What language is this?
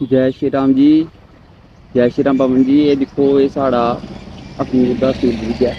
Dogri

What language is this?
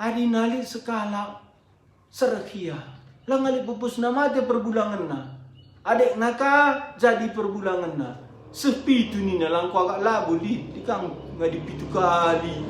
Batak Karo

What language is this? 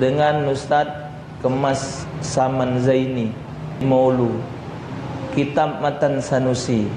Musi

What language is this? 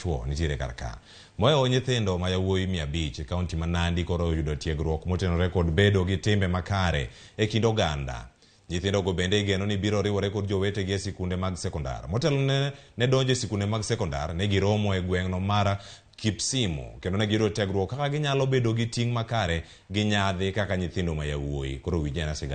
Luo (Kenya and Tanzania)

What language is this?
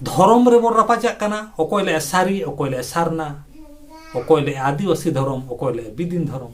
Santali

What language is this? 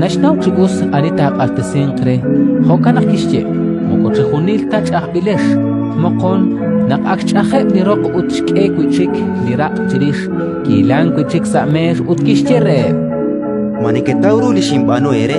Kekchí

